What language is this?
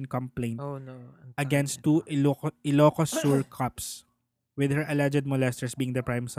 Filipino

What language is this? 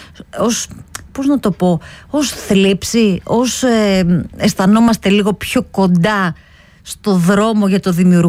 Greek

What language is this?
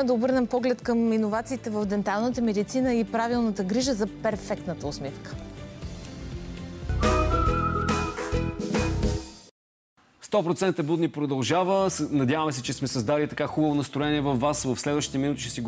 Bulgarian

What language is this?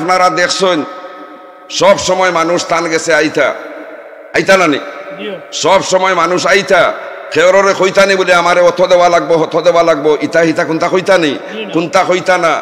Sylheti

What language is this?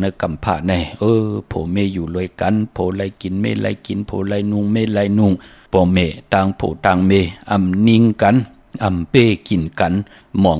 Shan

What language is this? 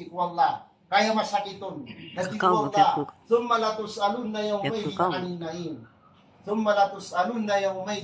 Maranao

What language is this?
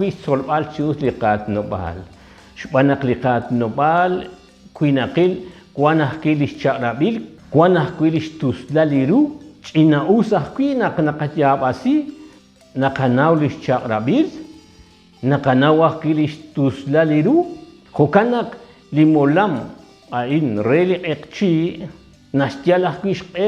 Kekchí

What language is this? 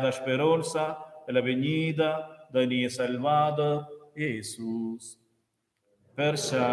Romansh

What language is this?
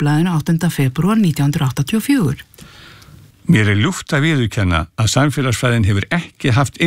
Icelandic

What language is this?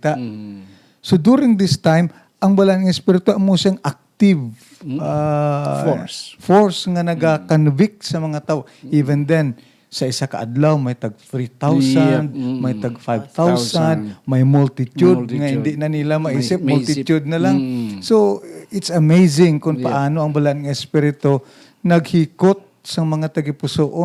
Hiligaynon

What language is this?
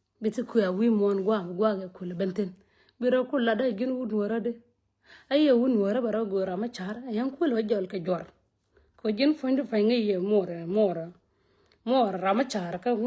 Nuer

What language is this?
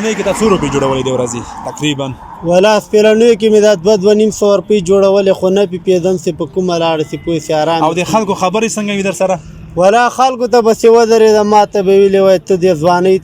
Pashto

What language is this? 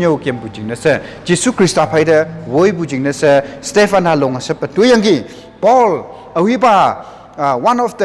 Konyak Naga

